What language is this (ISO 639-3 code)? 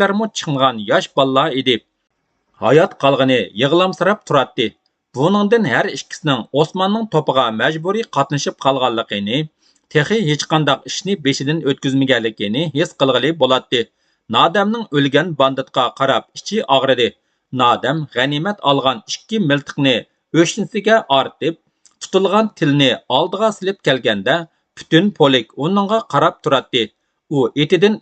uig